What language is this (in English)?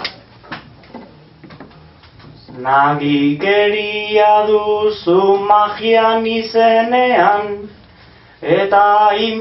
Basque